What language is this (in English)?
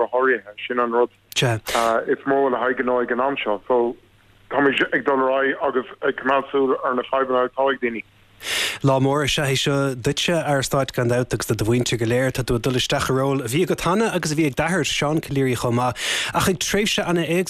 Irish